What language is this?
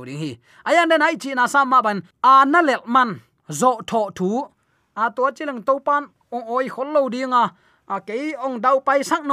Tedim Chin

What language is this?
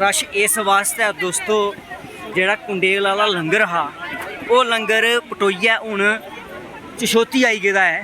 Dogri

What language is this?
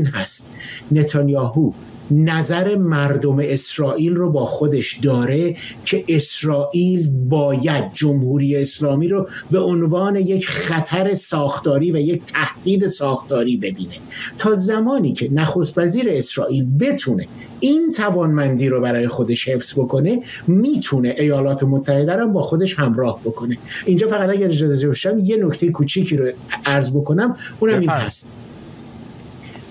Persian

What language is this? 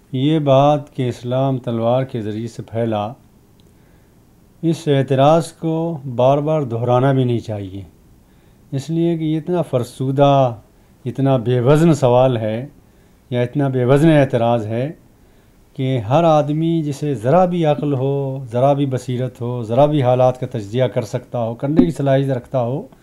Urdu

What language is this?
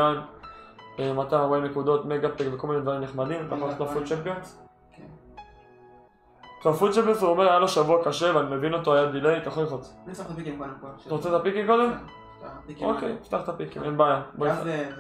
Hebrew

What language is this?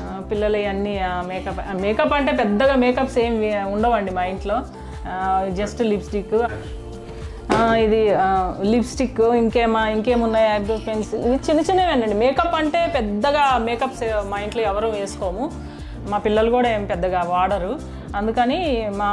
Telugu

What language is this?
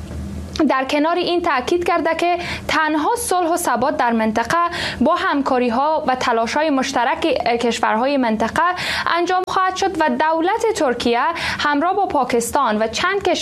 Persian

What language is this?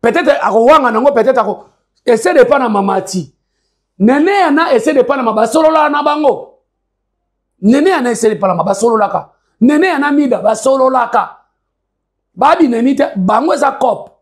Lingala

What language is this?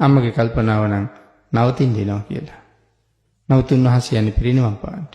Sinhala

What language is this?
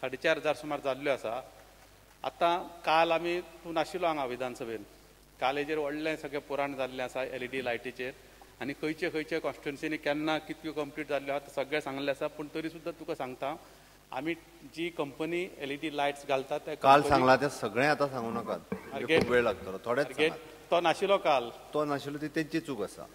Konkani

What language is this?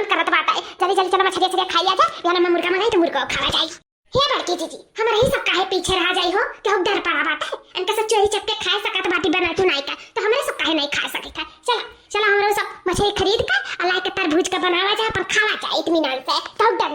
Awadhi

